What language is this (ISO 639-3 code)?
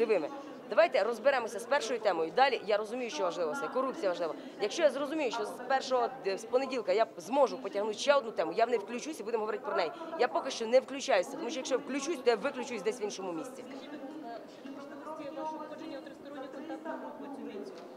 ukr